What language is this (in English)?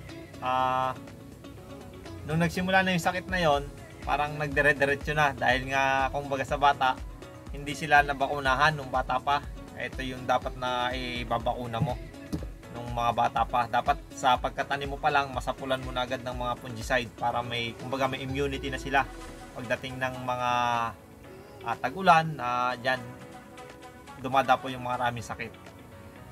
Filipino